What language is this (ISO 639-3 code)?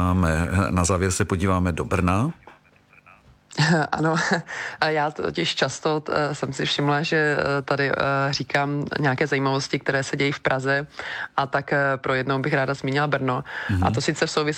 ces